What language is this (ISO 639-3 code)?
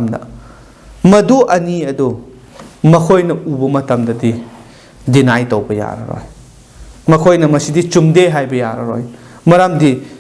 mni